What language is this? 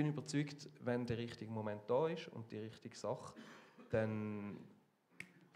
Swiss German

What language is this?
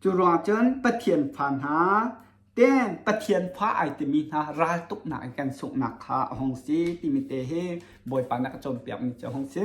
Hakha Chin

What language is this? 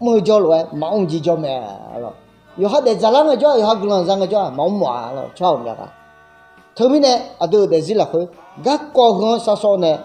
Akha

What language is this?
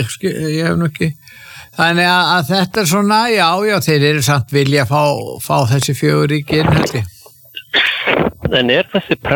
Icelandic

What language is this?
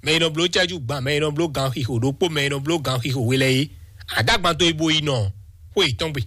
Fon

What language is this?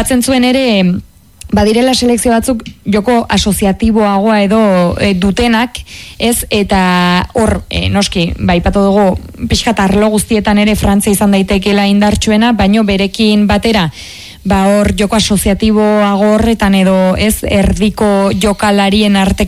Basque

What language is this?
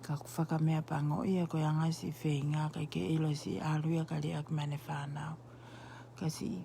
Tongan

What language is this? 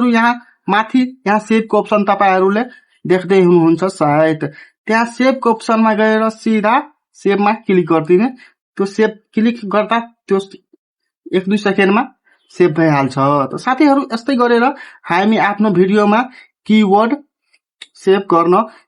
Nepali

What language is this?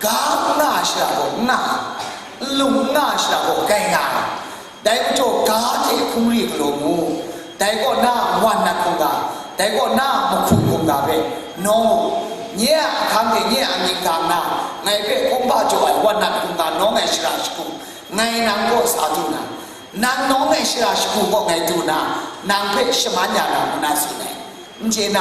Kachin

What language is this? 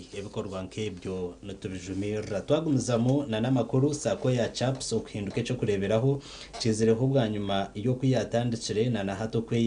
Nyankole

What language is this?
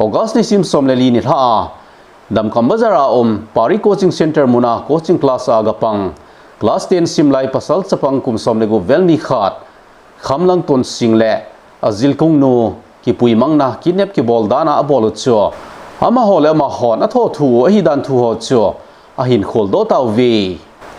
Thado Chin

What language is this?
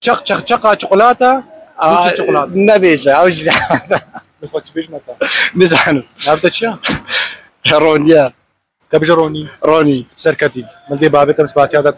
Kurdish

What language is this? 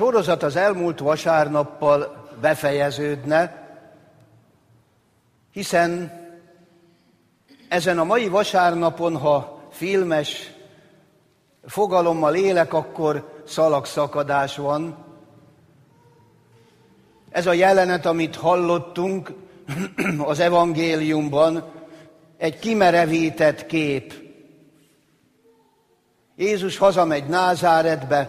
Hungarian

